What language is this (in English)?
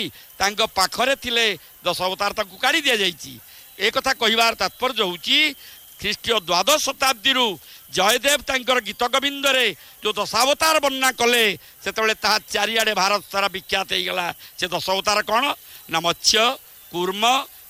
Odia